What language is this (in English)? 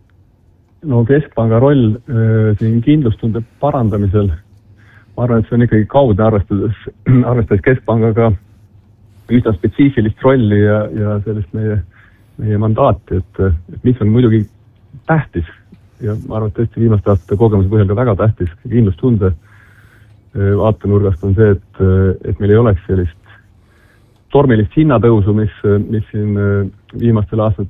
Estonian